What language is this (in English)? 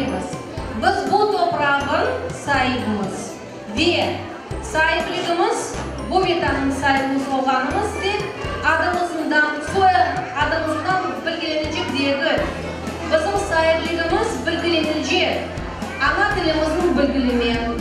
Crimean Tatar